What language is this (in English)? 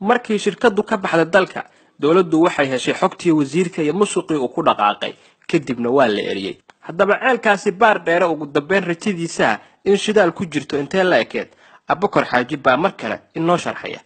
Somali